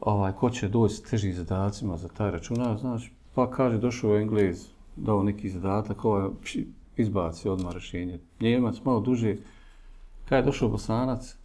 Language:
Bosnian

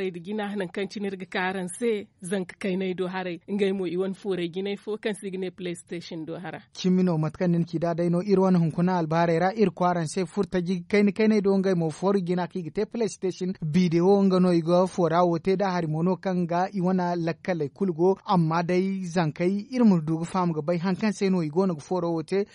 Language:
Zarma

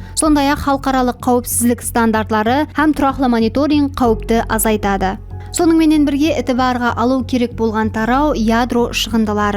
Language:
Kara-Kalpak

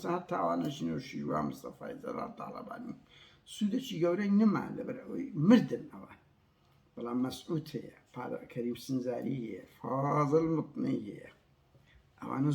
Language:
Central Kurdish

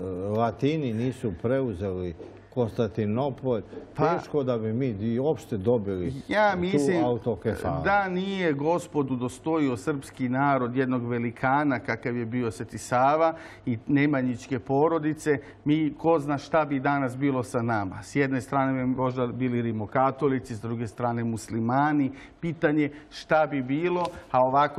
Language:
Serbian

